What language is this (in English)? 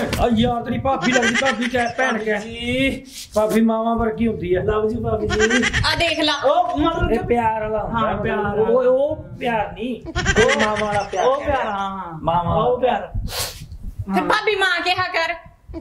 Punjabi